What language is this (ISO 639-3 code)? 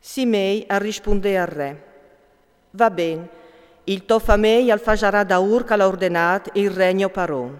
fur